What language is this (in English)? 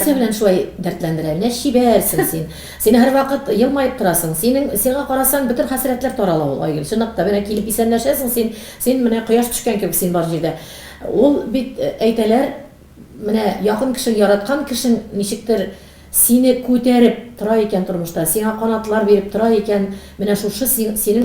Tatar